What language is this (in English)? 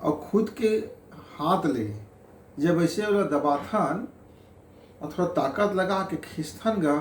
Chhattisgarhi